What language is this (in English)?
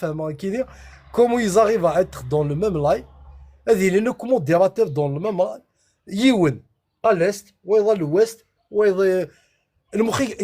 Kabyle